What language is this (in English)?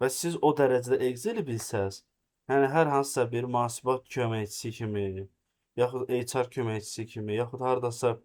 Azerbaijani